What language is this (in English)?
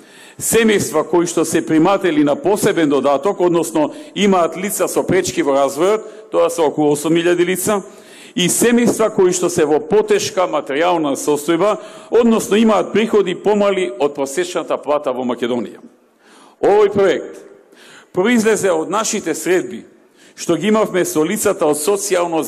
Macedonian